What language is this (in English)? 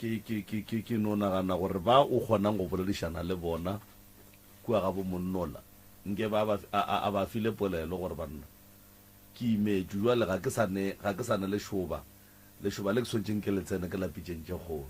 Northern Sotho